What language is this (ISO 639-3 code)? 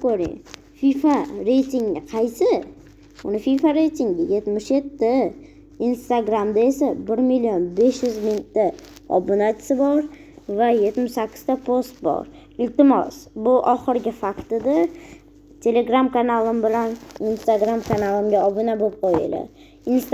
uzb